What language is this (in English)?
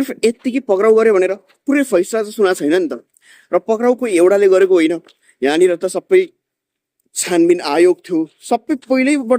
Nepali